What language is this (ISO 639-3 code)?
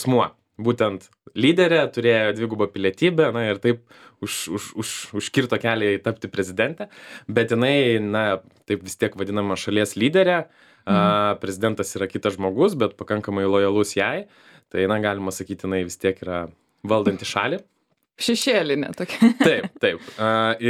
lit